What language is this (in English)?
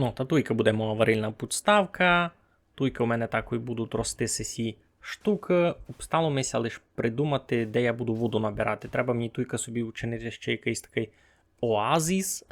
Rusyn